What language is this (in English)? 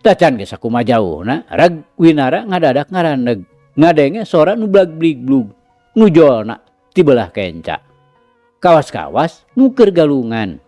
Sundanese